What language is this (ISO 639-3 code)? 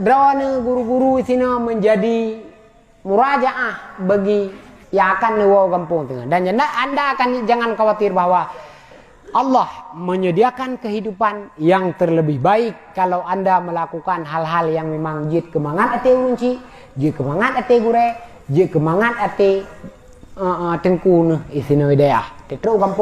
ace